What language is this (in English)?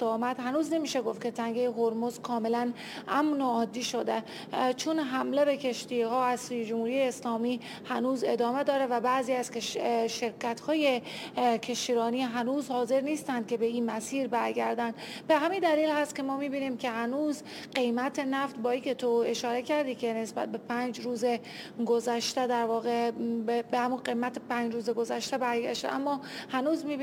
Persian